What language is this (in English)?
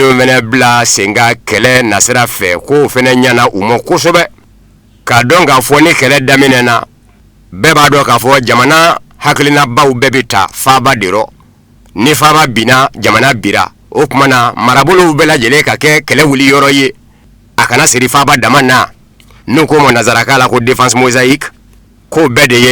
Bambara